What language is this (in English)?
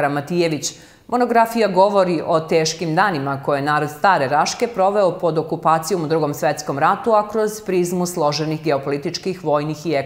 Serbian